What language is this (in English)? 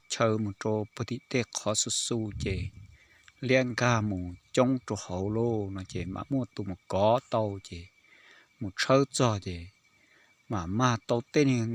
Hmong